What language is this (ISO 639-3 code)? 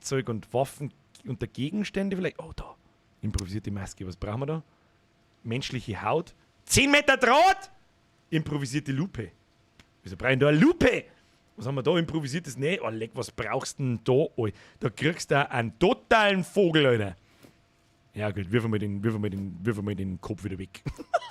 bar